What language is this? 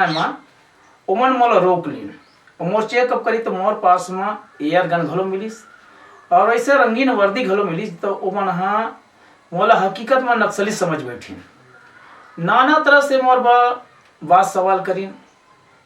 Chhattisgarhi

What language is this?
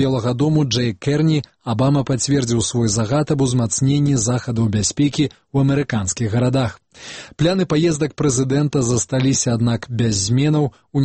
Belarusian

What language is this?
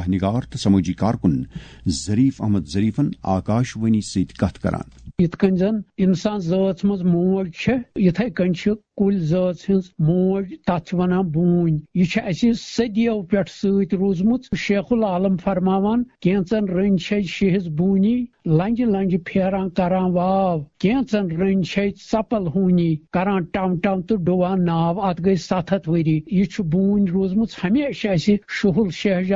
Kashmiri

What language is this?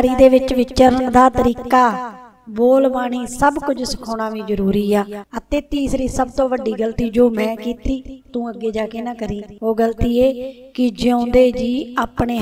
Punjabi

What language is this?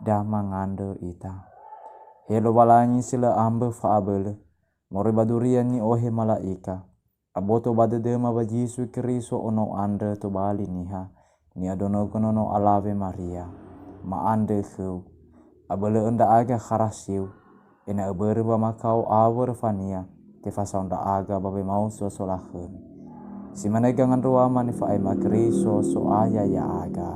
Nias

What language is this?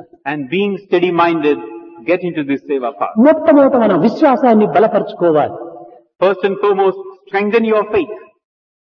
Telugu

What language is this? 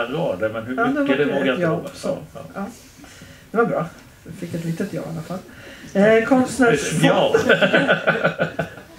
Swedish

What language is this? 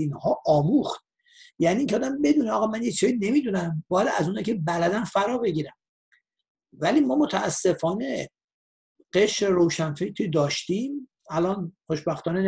Persian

